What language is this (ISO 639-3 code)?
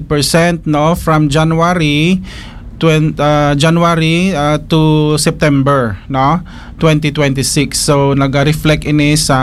hil